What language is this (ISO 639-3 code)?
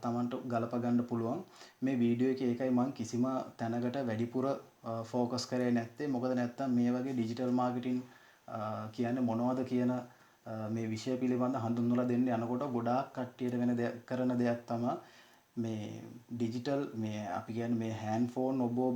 sin